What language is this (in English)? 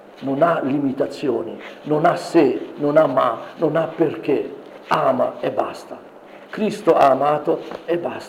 Italian